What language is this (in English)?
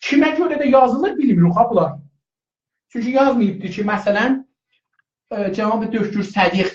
South Azerbaijani